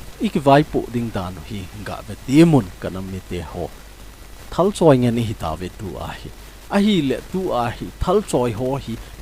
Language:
Thado Chin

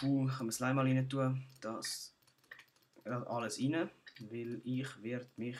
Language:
Swiss German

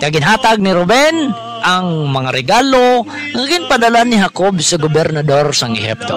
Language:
Hiligaynon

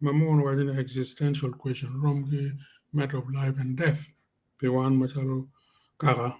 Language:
Acoli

